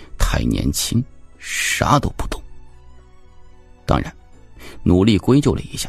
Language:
Chinese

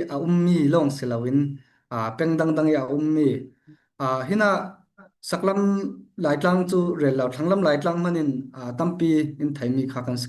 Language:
Falam Chin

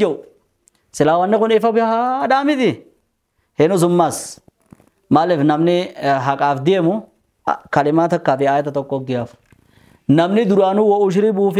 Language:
Oromo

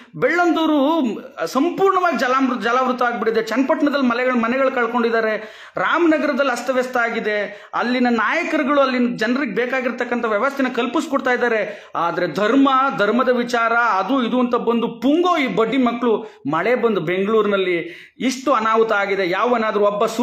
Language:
Kannada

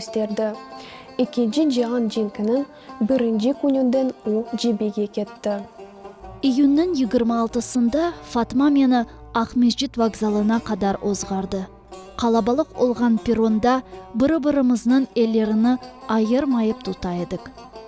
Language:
Crimean Tatar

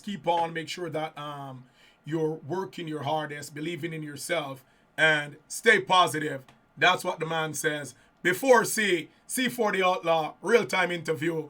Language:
Jamaican Creole English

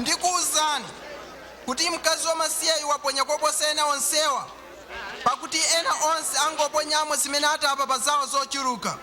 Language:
Nyanja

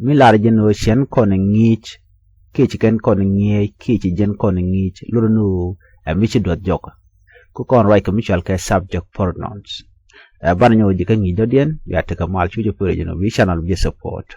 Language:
Nuer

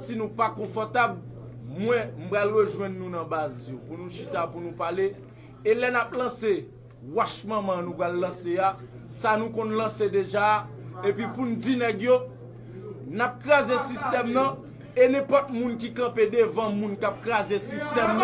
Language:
Haitian Creole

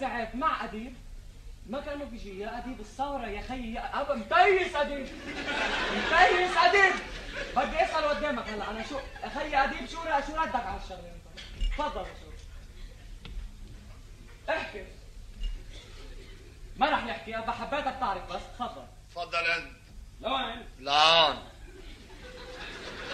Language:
North Levantine Arabic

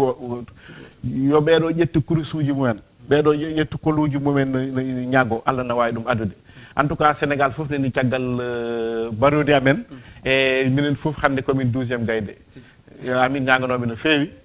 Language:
Fula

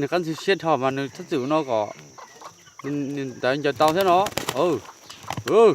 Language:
Hmong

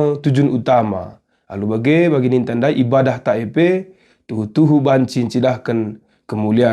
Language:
Batak Karo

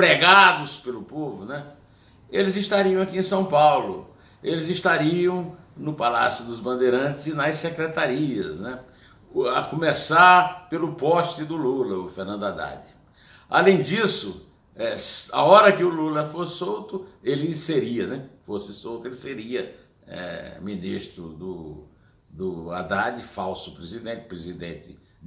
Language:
Portuguese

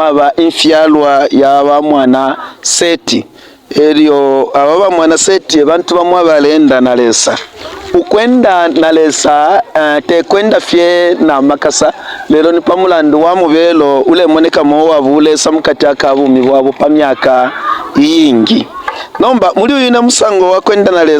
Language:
Bemba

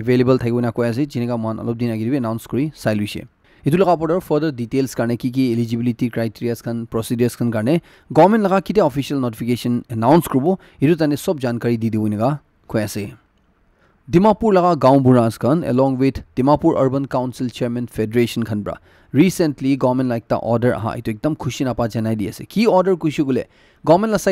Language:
Naga Pidgin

